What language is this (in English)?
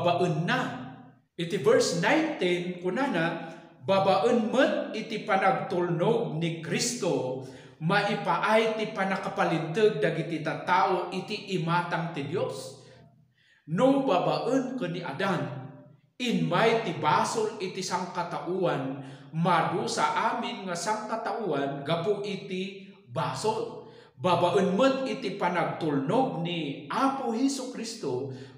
Iloko